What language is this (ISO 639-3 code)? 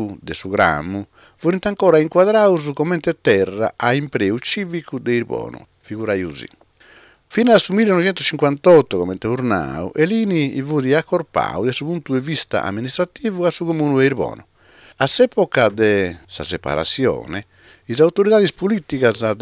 srd